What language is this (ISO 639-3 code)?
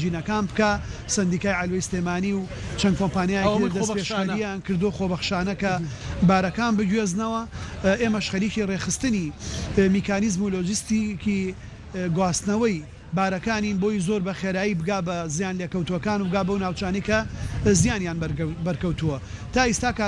ckb